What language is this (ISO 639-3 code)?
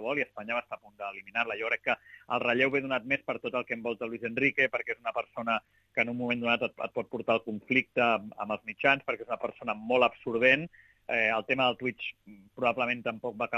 cat